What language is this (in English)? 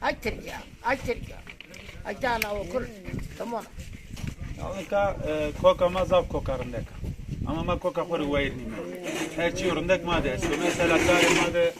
Zaza